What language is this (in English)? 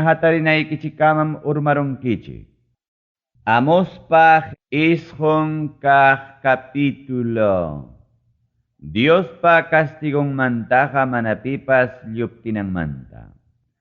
Ayacucho Quechua